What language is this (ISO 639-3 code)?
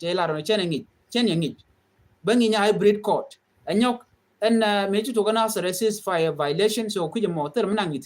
nus